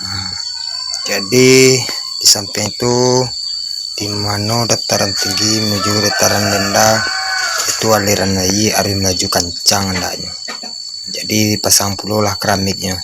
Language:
Minangkabau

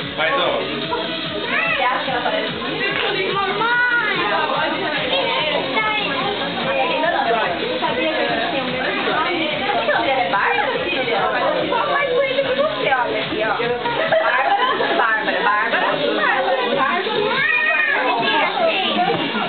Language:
Portuguese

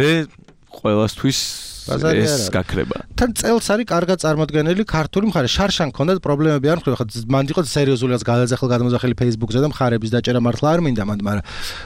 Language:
Georgian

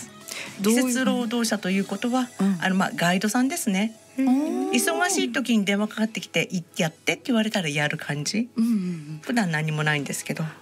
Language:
Japanese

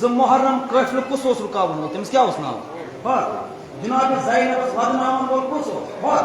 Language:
Kashmiri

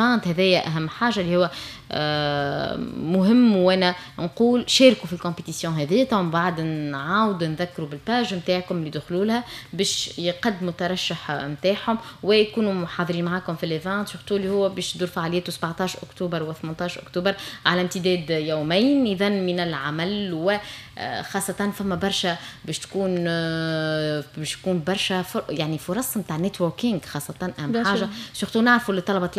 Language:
Tunisian Arabic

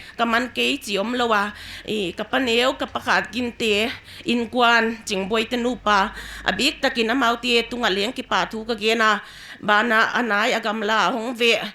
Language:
Paite Chin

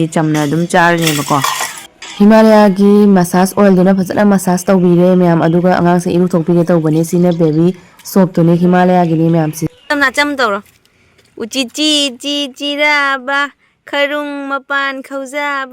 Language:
Manipuri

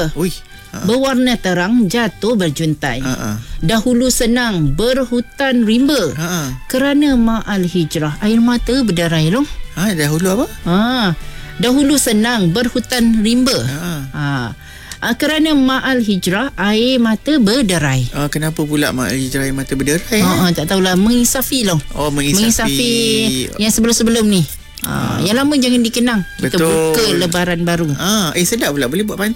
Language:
Malay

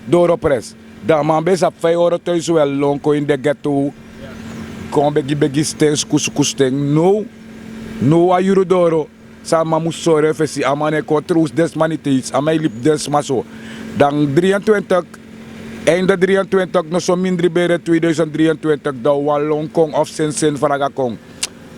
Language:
Sranan Tongo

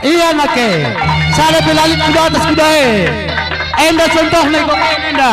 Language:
Batak Karo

